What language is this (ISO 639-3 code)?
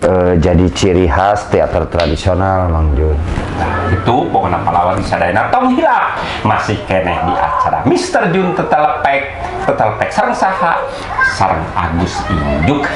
sun